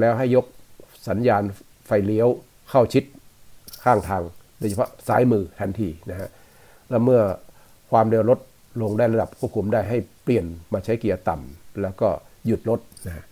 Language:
Thai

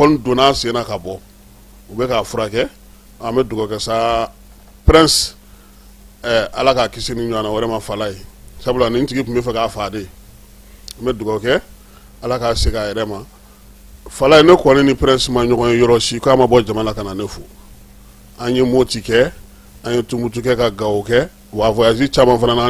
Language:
Bambara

